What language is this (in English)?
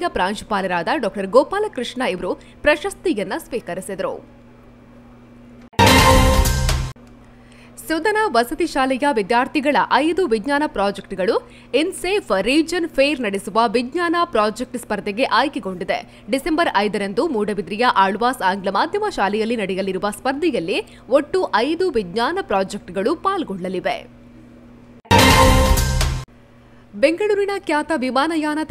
Kannada